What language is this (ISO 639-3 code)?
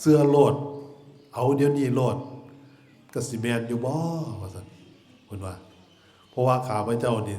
tts